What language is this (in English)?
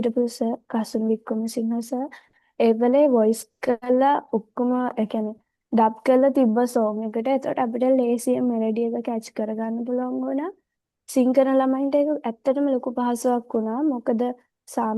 Sinhala